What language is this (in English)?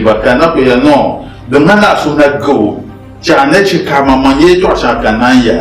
Dagbani